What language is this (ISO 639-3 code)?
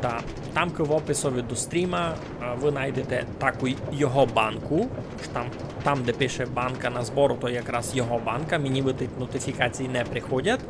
rue